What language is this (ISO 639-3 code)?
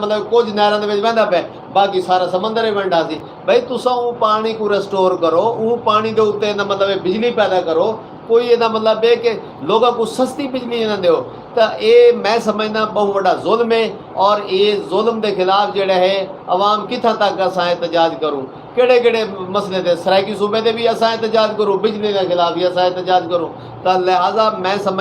skr